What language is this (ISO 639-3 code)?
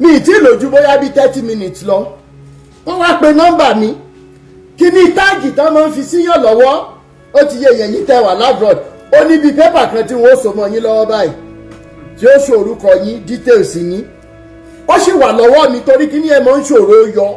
yor